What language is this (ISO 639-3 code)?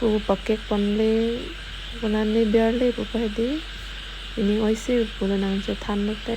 mjw